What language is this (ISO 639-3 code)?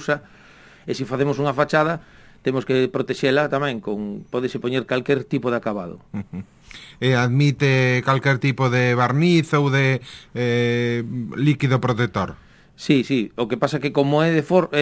glg